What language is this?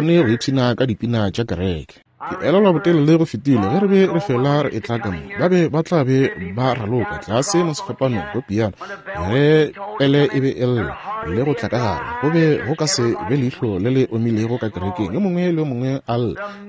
Northern Sotho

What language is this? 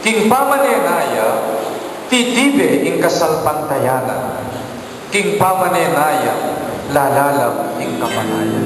Pampanga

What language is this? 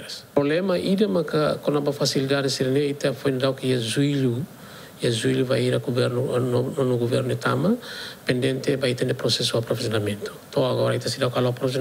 Tetum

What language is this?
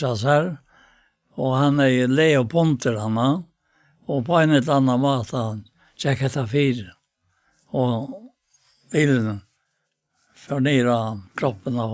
Faroese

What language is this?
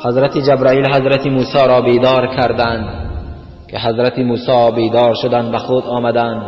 Tajik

